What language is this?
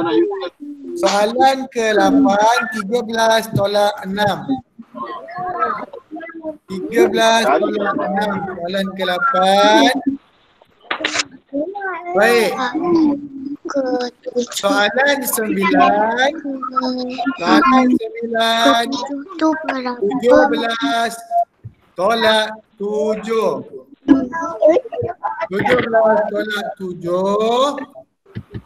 Malay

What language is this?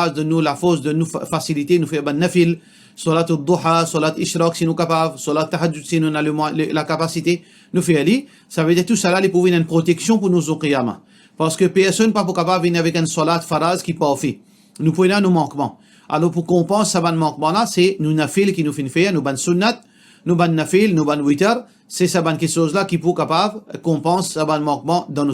Morisyen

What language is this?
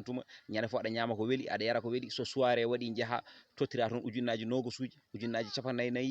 Fula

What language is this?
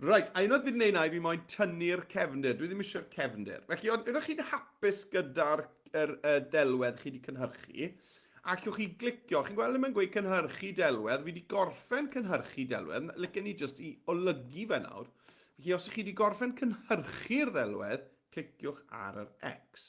Welsh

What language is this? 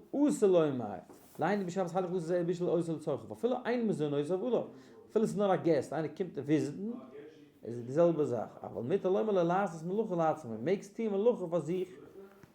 Yiddish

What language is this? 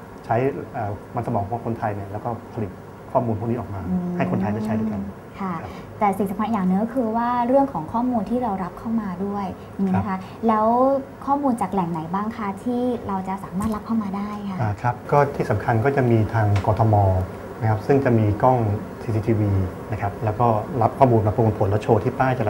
Thai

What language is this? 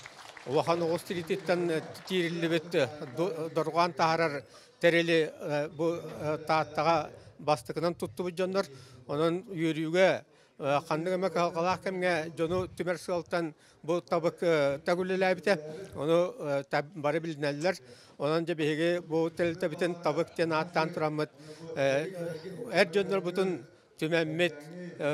Yakut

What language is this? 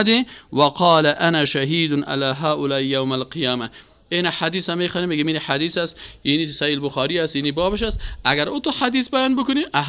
Persian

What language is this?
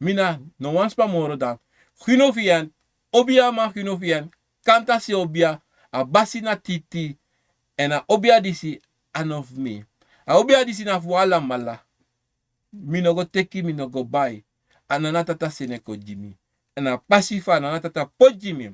Sranan Tongo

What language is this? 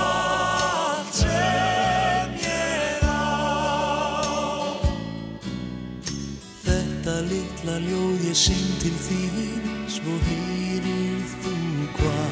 Icelandic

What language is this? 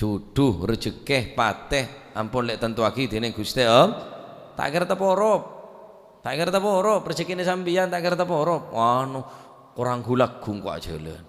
Madurese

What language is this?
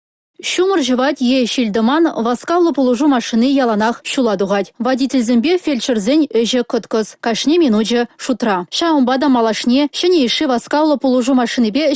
Chuvash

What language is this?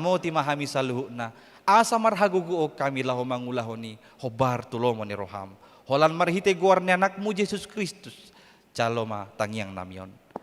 Batak Toba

